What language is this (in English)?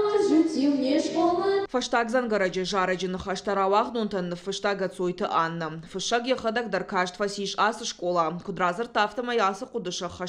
Ossetic